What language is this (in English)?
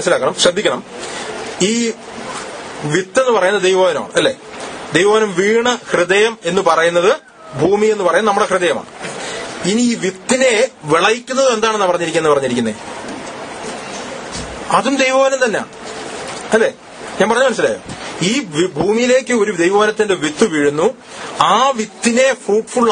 Malayalam